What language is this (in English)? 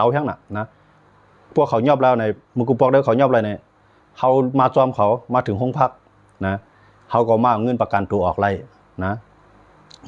Shan